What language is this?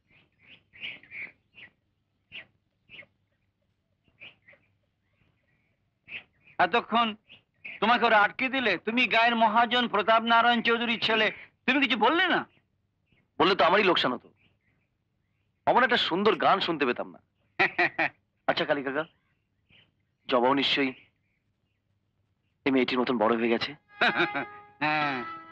Bangla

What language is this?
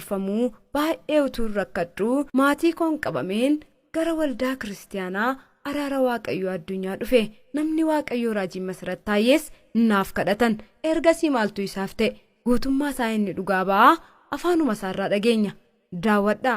Oromo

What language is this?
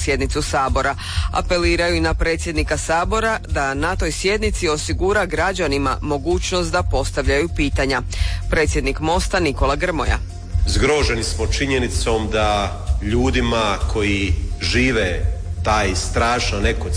Croatian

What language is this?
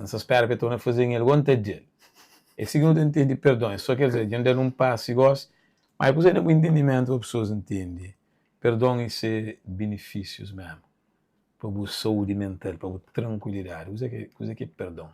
Kabuverdianu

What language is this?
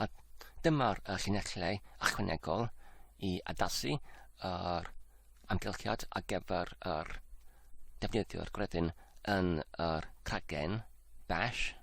Welsh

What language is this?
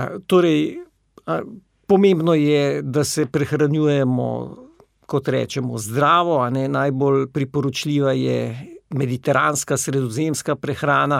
Slovenian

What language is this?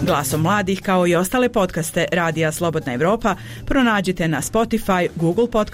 Bosnian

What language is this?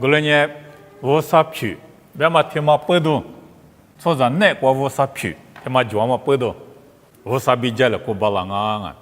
Lisu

